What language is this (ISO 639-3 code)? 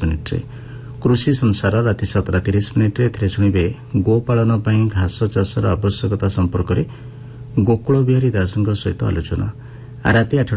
ori